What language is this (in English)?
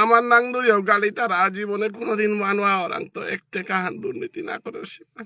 Bishnupriya